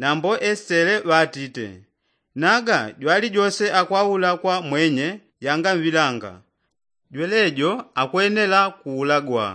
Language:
Yao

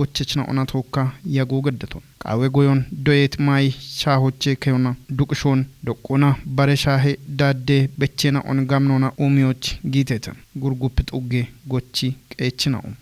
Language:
Kafa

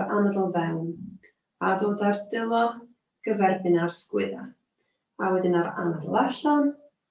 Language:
Welsh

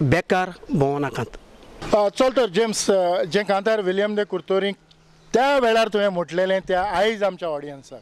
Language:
Konkani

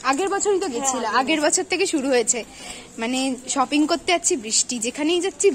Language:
Bangla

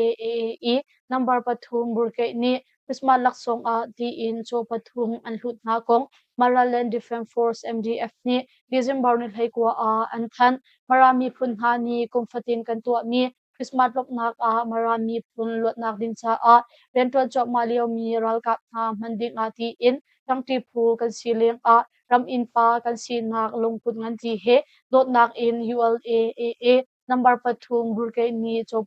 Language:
Hakha Chin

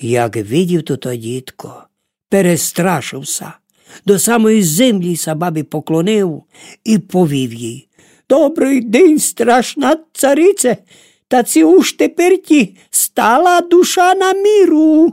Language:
Rusyn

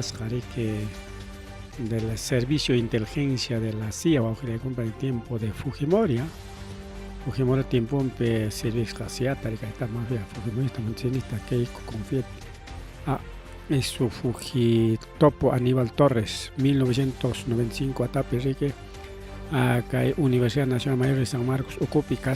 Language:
Ayacucho Quechua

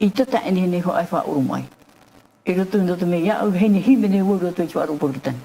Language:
Tahitian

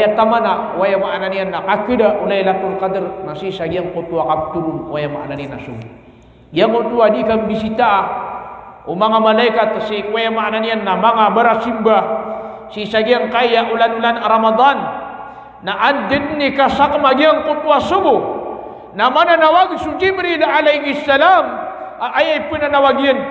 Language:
Maranao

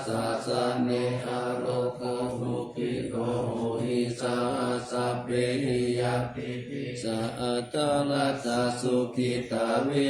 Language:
Pali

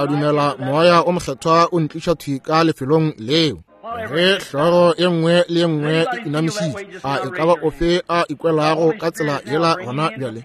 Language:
Northern Sotho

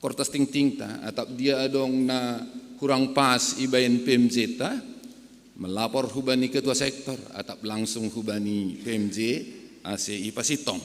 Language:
Batak Simalungun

